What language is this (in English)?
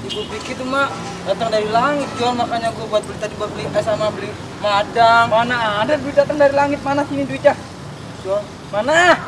Betawi